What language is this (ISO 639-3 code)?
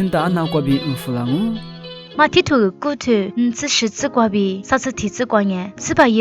lis